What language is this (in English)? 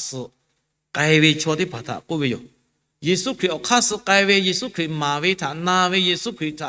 Lahu